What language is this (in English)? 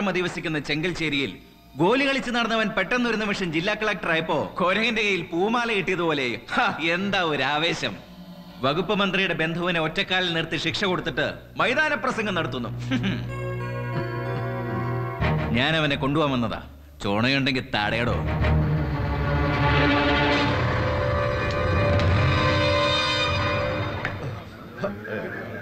Malayalam